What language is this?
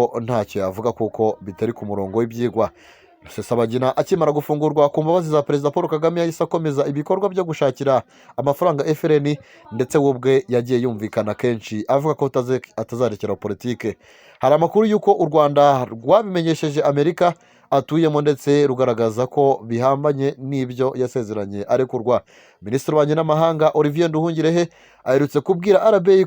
Kinyarwanda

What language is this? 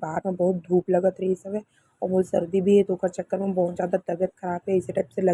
Chhattisgarhi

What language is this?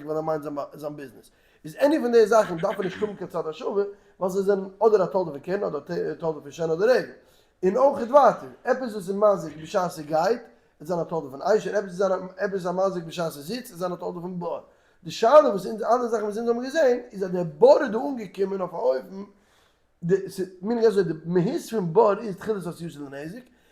Yiddish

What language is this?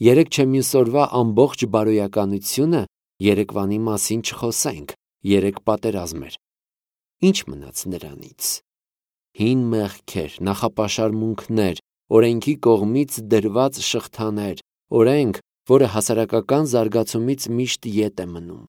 Armenian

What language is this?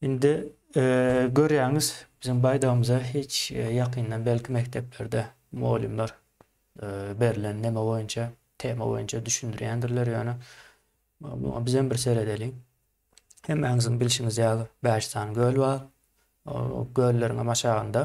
Turkmen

